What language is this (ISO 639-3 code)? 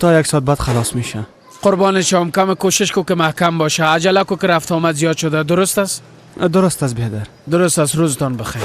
fas